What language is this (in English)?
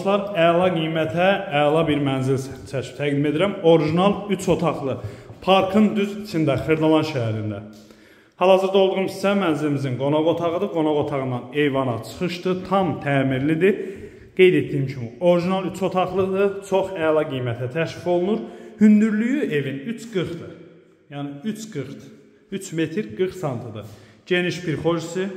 Azerbaijani